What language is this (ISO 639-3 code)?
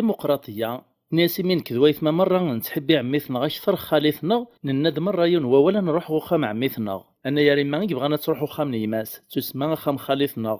kab